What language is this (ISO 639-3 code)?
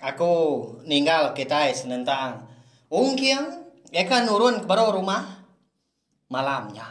iba